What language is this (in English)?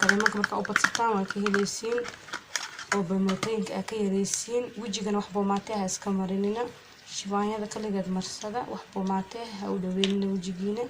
Somali